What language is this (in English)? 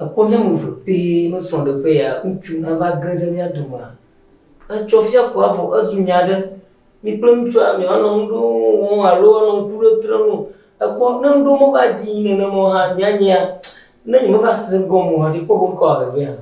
Ewe